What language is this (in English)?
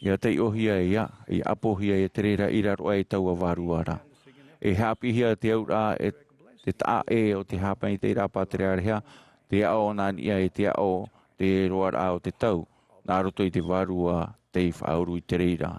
Tahitian